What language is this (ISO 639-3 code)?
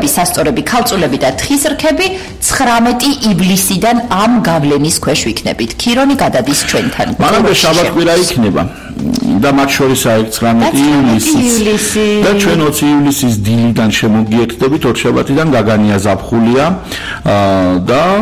kat